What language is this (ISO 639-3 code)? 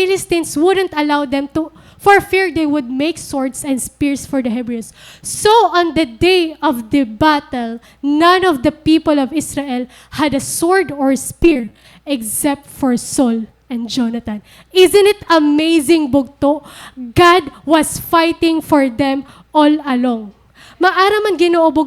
war